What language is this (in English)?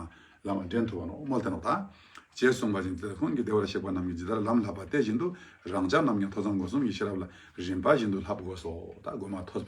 Ladakhi